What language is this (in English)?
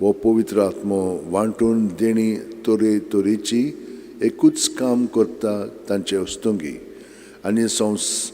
Konkani